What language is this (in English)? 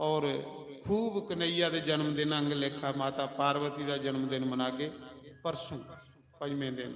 Dogri